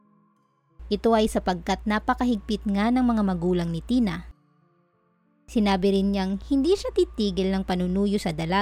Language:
Filipino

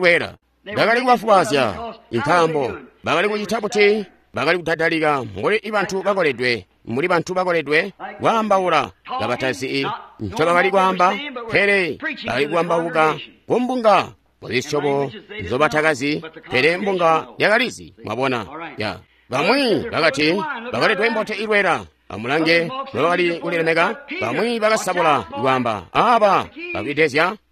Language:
Tonga (Zambia)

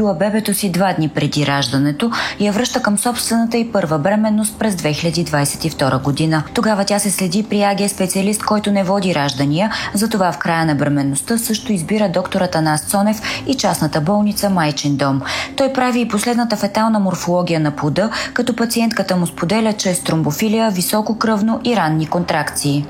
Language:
Bulgarian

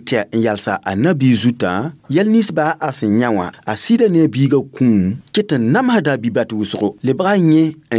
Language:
Mossi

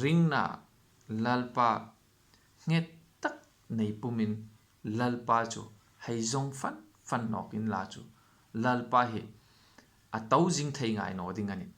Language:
Hmar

